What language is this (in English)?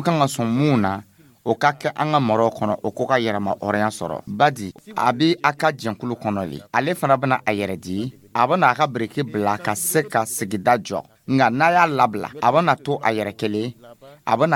Dyula